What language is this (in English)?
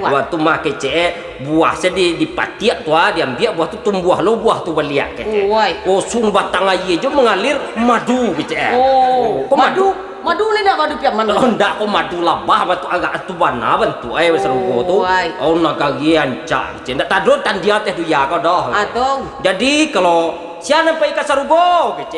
Minangkabau